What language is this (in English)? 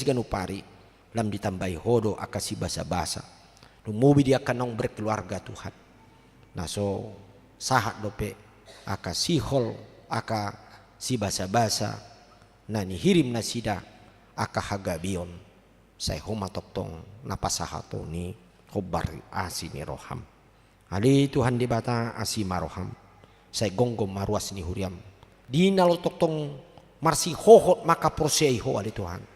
Batak Toba